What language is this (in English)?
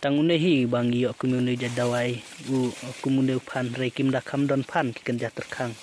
Khasi